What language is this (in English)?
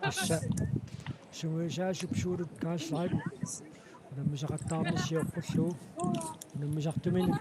Kalaallisut